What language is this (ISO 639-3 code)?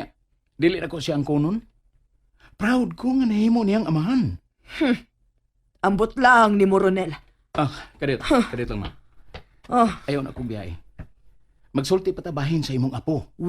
ceb